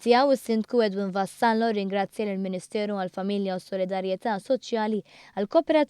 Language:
Maltese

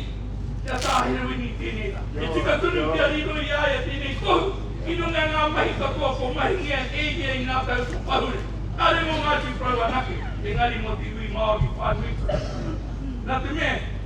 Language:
Māori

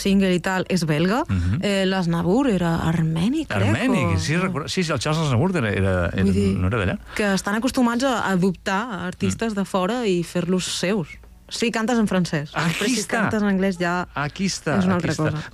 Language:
Catalan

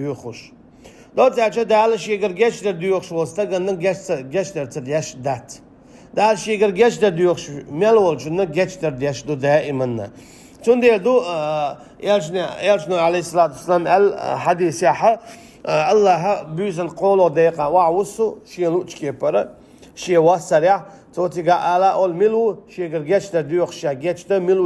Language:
Chechen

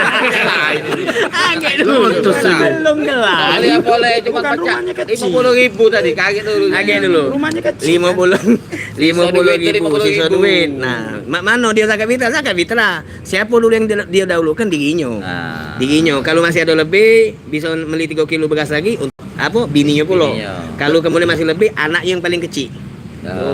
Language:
Musi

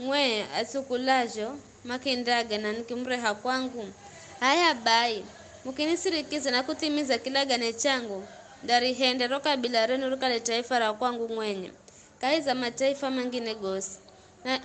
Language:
Giryama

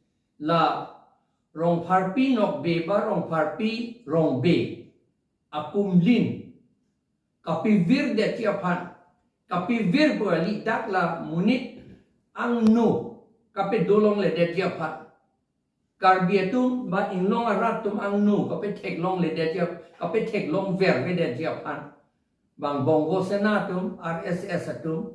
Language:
Karbi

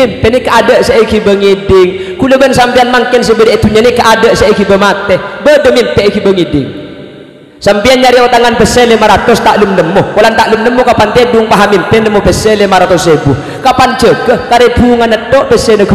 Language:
Madurese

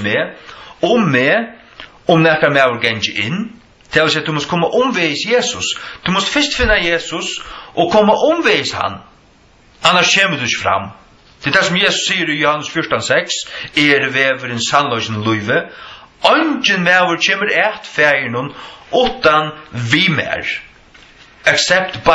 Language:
Faroese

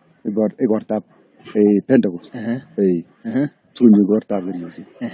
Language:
Kalenjin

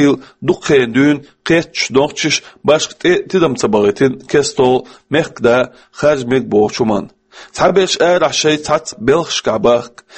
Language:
Chechen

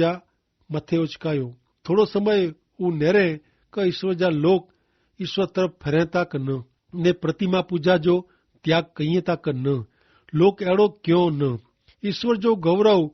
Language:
Kachhi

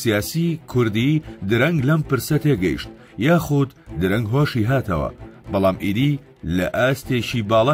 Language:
Central Kurdish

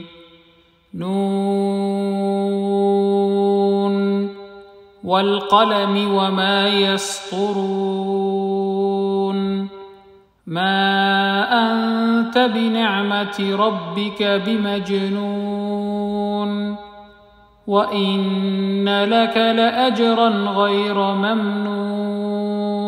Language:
Arabic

